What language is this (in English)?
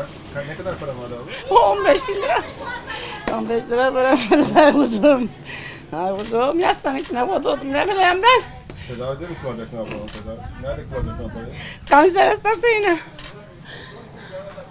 Turkish